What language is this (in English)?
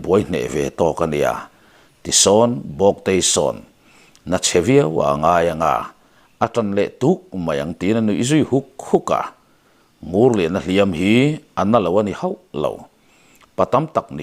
Mizo